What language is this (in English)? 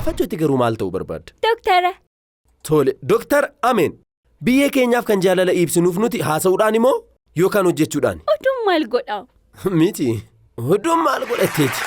Oromo